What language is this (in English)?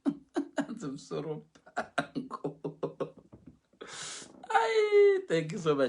Shona